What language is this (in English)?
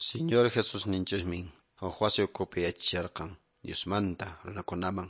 Quechua